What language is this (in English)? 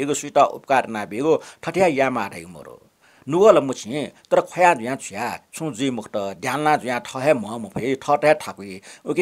Newari